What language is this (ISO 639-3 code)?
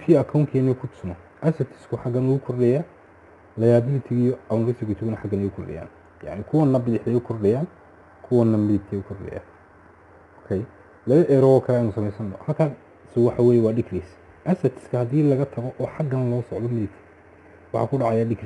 som